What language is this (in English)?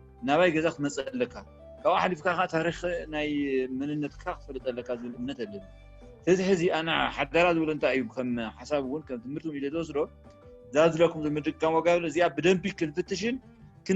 Tigrinya